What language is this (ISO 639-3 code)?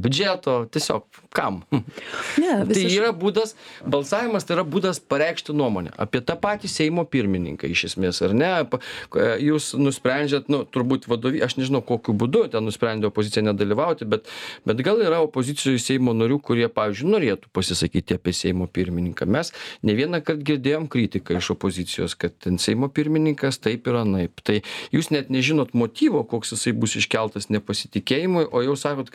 lit